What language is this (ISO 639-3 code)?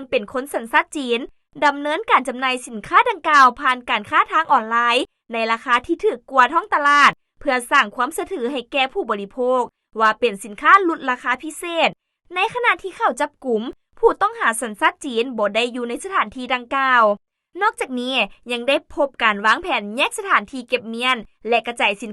lao